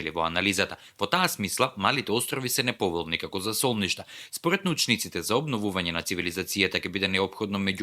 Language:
Macedonian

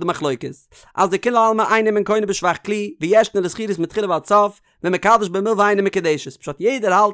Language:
Yiddish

